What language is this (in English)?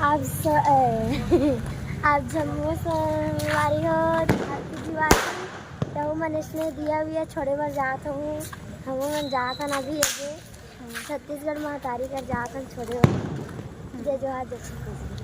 Chhattisgarhi